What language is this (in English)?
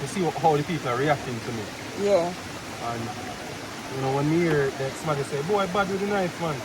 Jamaican Creole English